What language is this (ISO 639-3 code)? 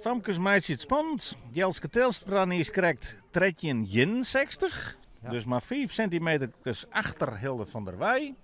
fry